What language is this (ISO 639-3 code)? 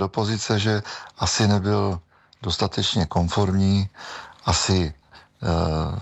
ces